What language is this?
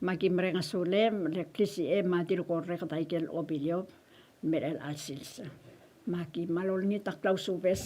Palauan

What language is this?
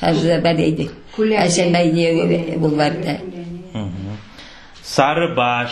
Crimean Tatar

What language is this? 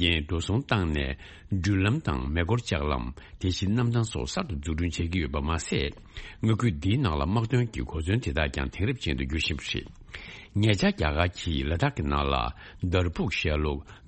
Tibetan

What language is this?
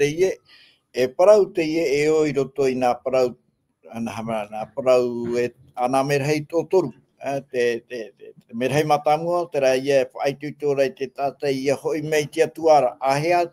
Tahitian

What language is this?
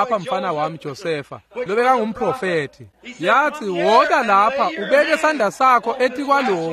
Swati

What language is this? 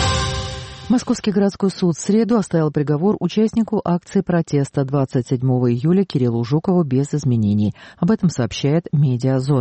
Russian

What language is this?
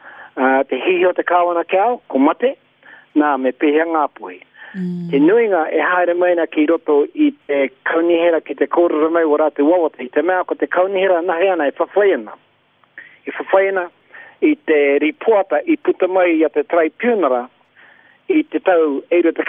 Māori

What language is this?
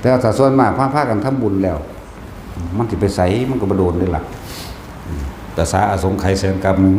Northeastern Thai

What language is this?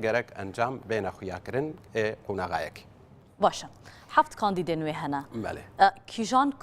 Kurdish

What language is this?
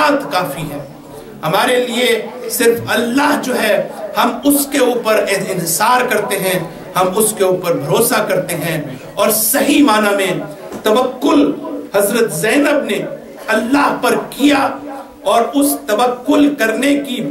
Urdu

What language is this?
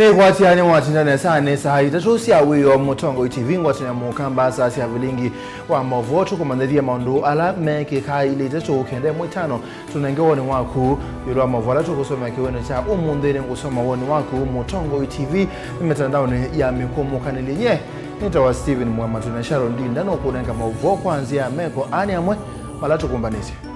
Kamba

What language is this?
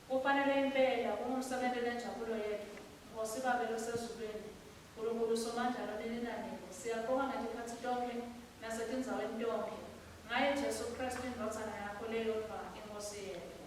Swati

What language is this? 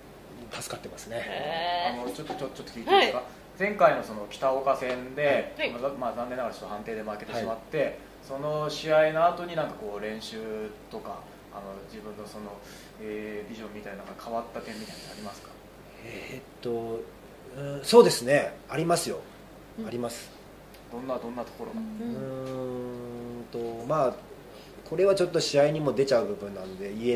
Japanese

